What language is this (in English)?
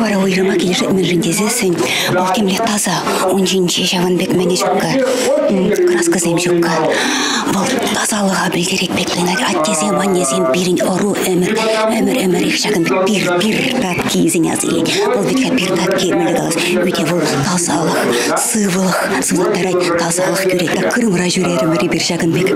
Chuvash